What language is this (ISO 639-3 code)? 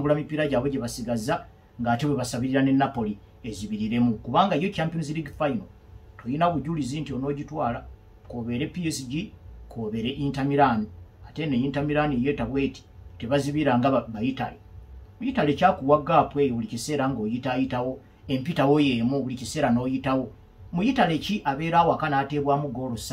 lug